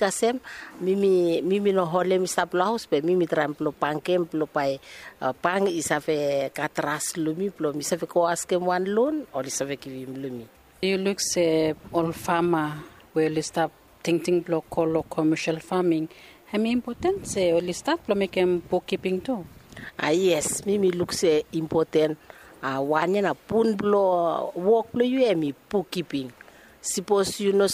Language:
Bislama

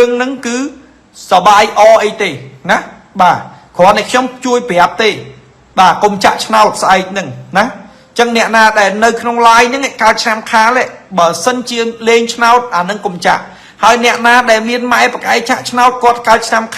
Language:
Khmer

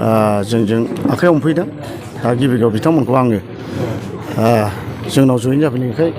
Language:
Bodo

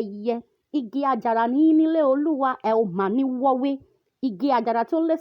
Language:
Yoruba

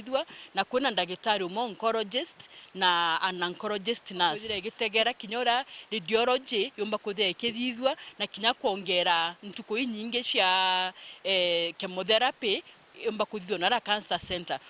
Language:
Meru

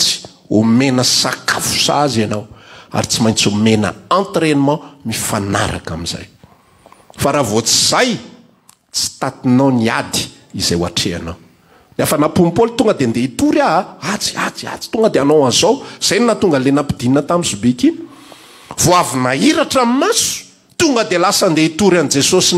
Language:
Malagasy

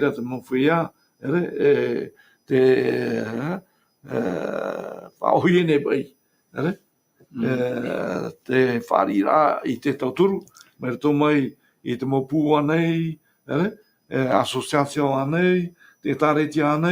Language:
Tahitian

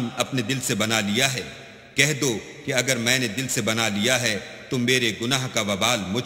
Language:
Urdu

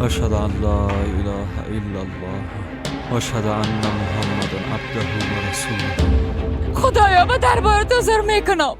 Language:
Persian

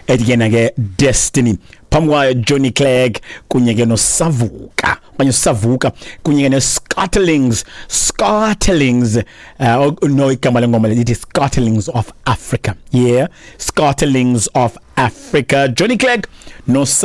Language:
Xhosa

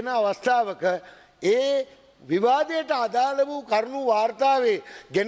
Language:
Sinhala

